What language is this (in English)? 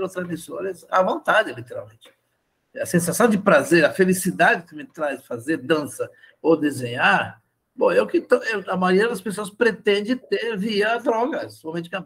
Portuguese